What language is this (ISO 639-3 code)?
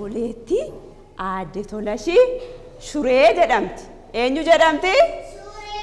orm